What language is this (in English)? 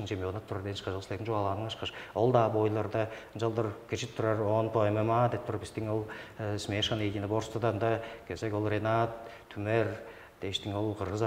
Tuvinian